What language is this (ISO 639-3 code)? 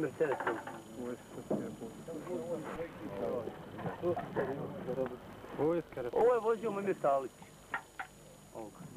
bos